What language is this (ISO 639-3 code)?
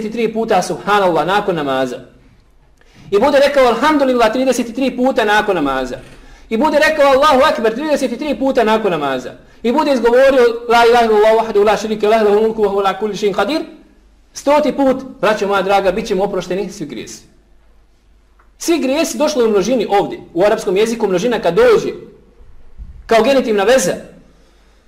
bos